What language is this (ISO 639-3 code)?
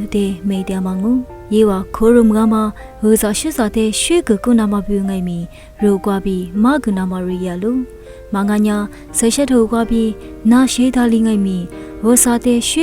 lis